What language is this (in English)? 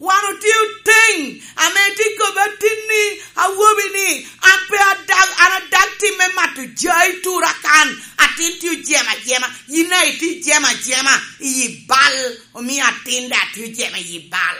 Lango (Uganda)